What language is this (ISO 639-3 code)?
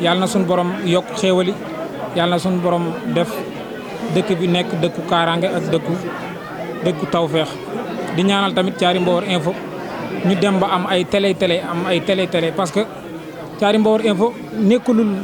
wol